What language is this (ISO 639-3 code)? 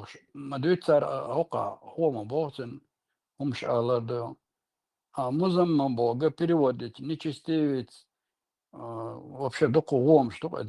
che